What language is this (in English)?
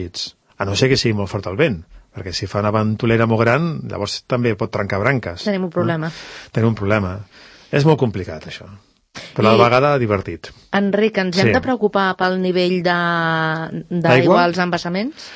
Catalan